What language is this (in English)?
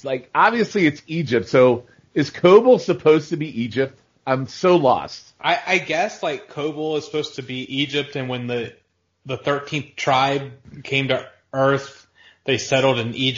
English